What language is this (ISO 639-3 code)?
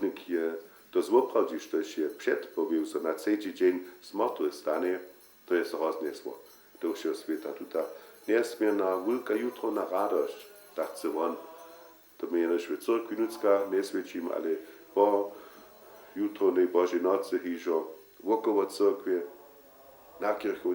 hsb